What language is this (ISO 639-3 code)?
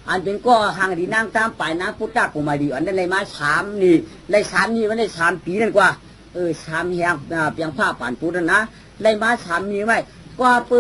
shn